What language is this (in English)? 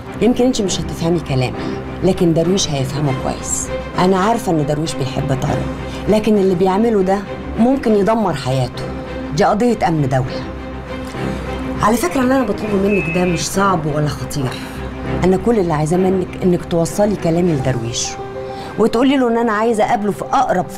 Egyptian Arabic